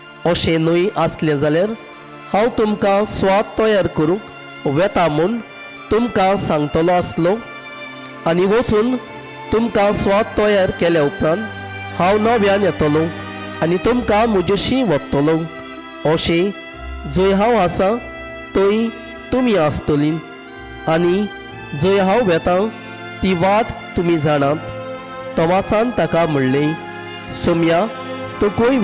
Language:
Konkani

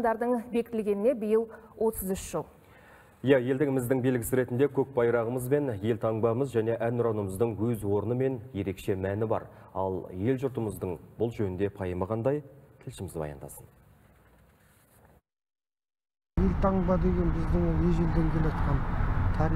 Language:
Kazakh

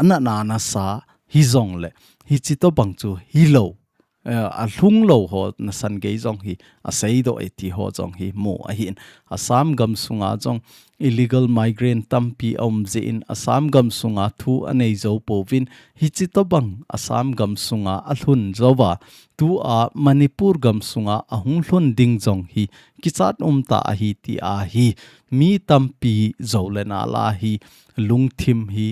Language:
Thado Chin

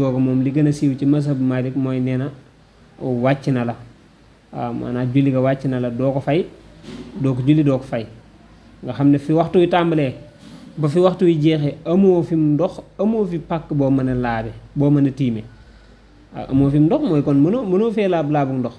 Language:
Wolof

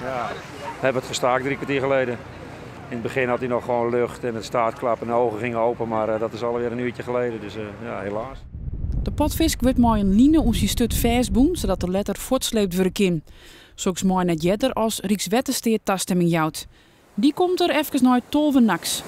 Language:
Western Frisian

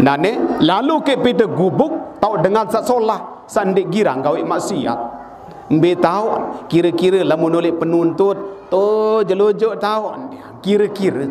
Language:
Sasak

